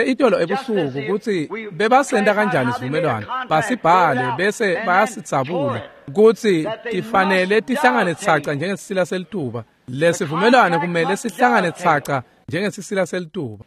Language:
Swati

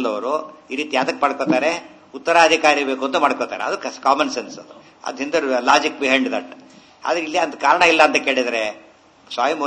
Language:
Kannada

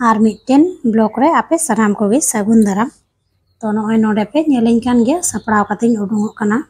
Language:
Santali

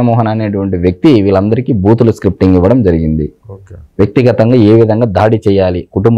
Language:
Telugu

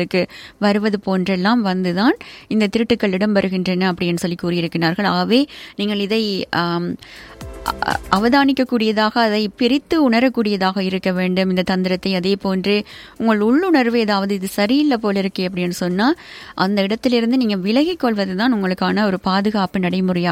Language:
Tamil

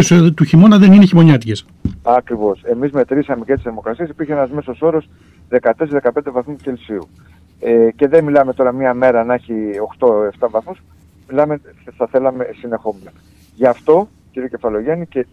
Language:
Greek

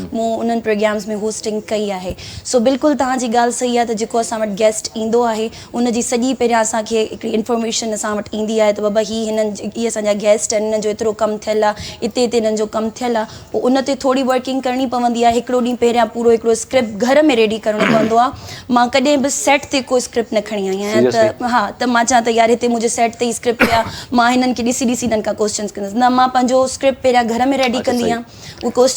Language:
Sindhi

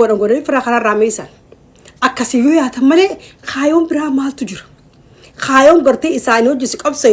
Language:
Oromo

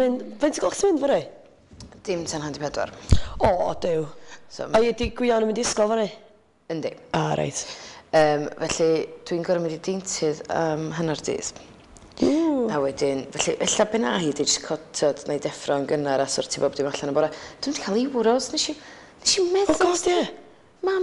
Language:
Welsh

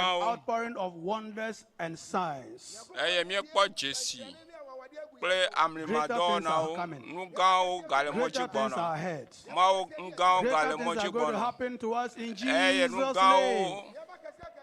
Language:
Ewe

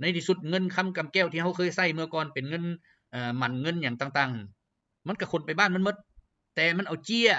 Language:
Lao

